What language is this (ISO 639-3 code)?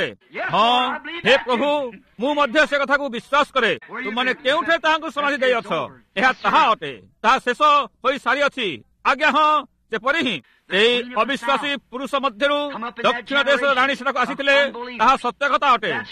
ori